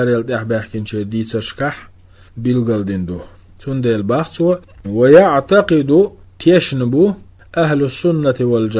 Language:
Chechen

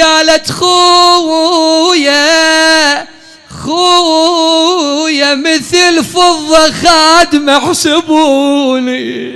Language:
Mesopotamian Arabic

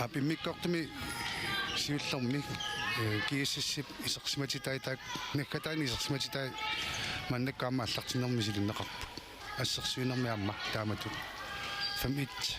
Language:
Kalaallisut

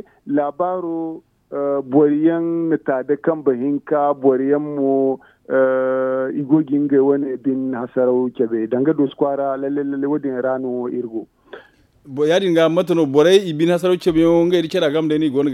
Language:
Zarma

